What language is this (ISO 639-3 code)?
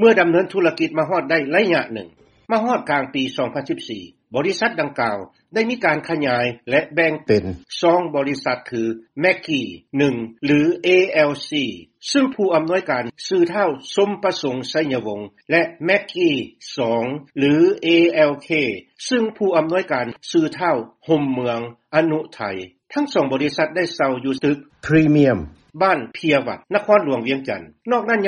lao